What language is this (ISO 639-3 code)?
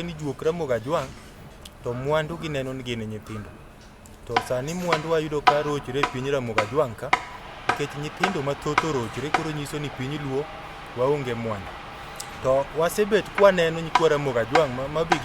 luo